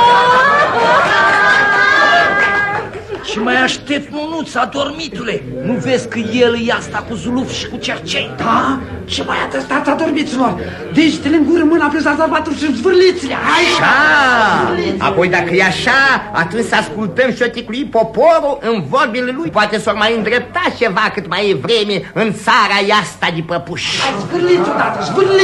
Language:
Romanian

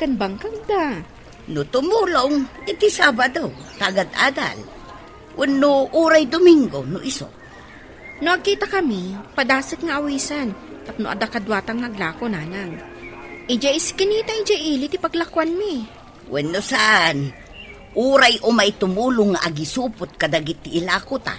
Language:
Iloko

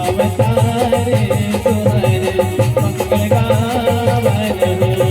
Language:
Chhattisgarhi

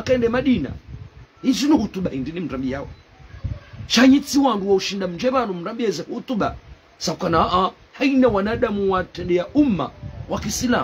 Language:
Ngazidja Comorian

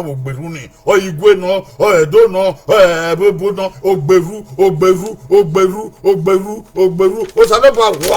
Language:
Bini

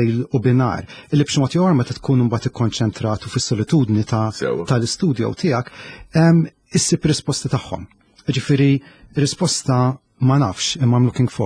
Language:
Maltese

